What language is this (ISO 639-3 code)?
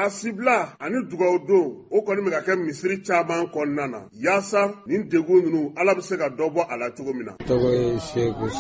bam